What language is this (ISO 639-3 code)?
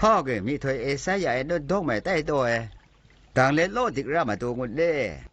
atb